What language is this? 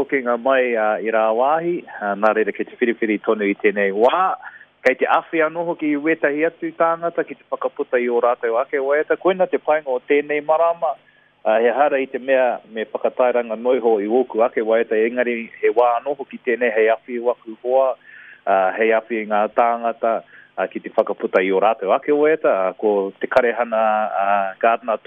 Māori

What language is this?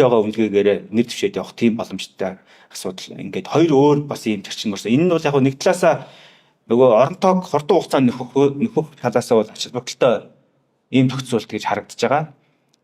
Mongolian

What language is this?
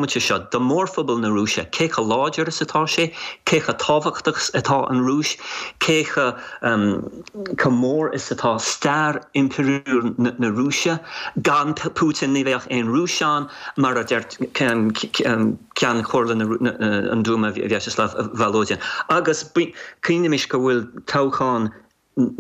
Irish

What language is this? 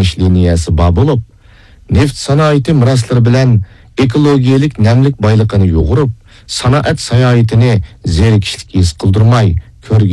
Uyghur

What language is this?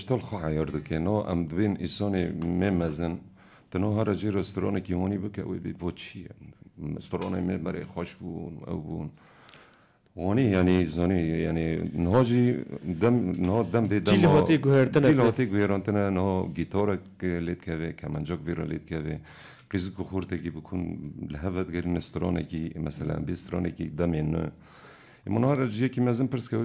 Kurdish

